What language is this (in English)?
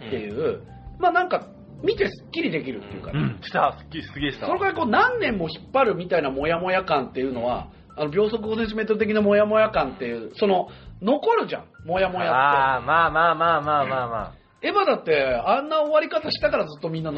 Japanese